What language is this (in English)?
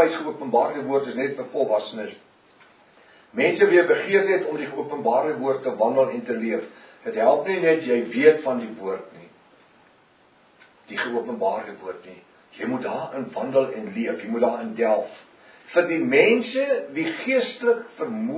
Afrikaans